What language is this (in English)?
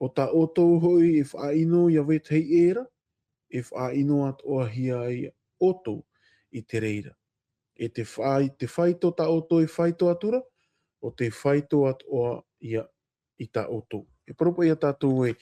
Tahitian